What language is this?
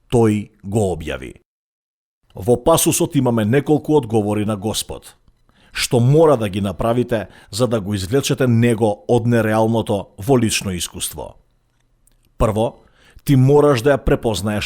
Macedonian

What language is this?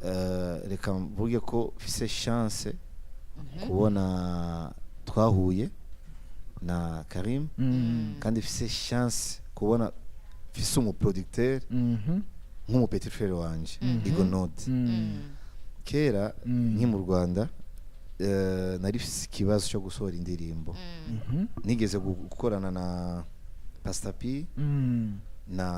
Rundi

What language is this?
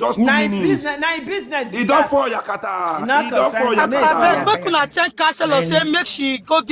Nigerian Pidgin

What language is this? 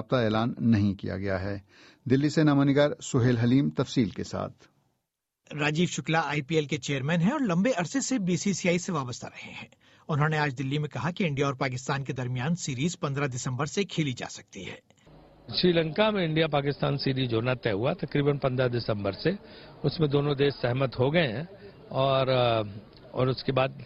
Urdu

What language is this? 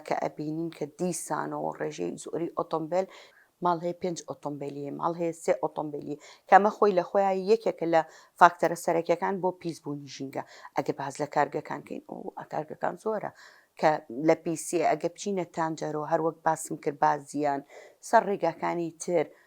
Central Kurdish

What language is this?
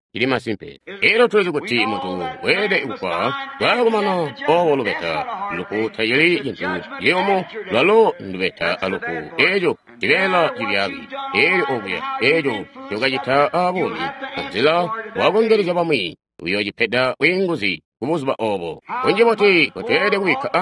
Tonga (Zambia)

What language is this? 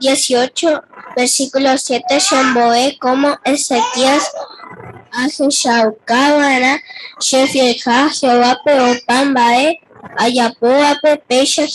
Guarani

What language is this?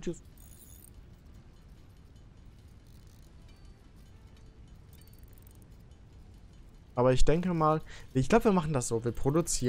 German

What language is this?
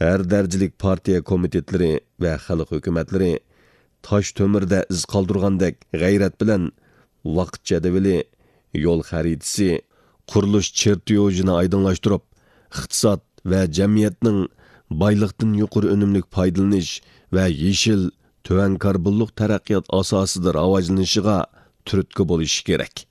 Uyghur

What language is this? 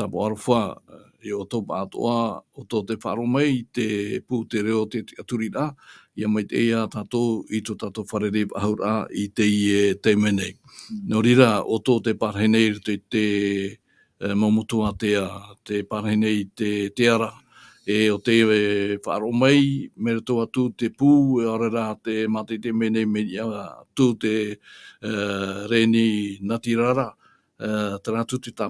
Tahitian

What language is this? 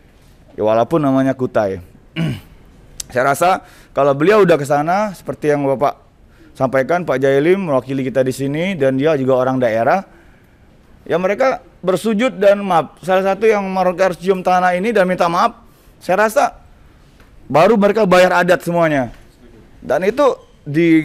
Indonesian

